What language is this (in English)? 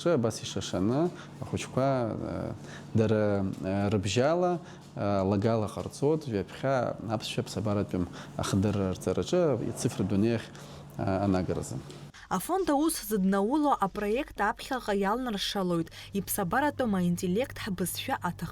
Abkhazian